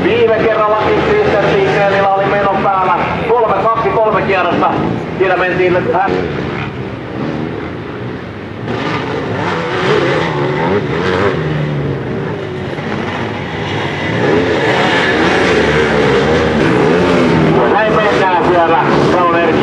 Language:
Finnish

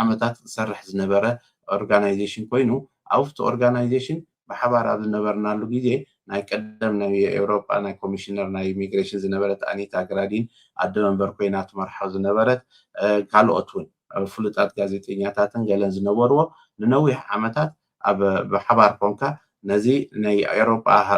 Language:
Tigrinya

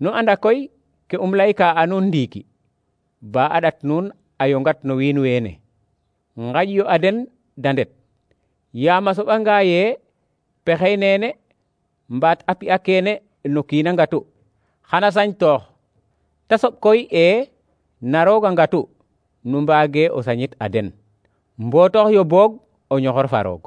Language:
Serer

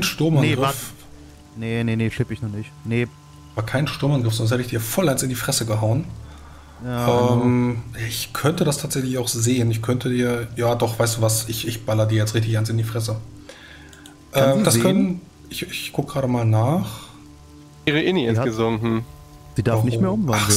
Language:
German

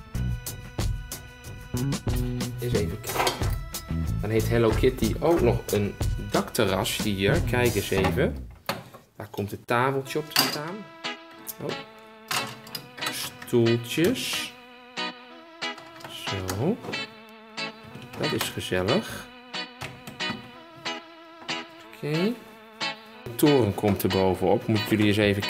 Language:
Dutch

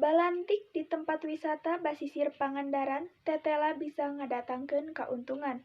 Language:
Sundanese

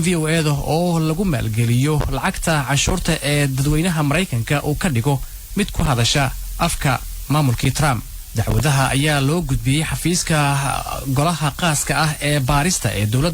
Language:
Somali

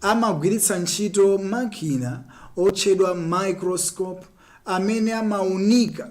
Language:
Nyanja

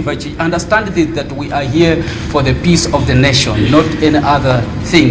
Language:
Nyanja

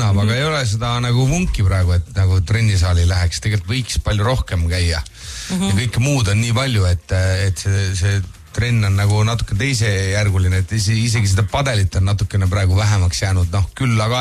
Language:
Estonian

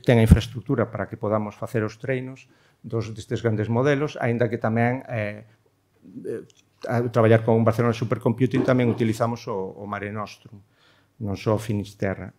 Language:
Galician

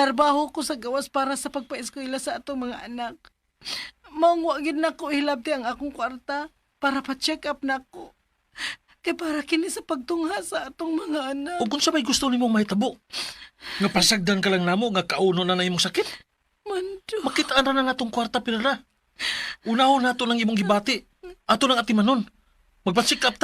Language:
Cebuano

